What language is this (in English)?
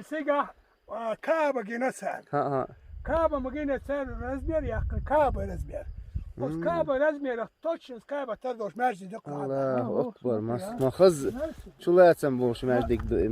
Chechen